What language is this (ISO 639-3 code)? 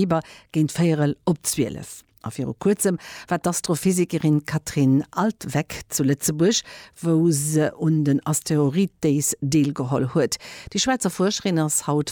ltz